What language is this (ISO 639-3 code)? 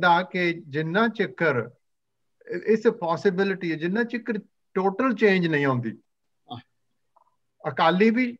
pan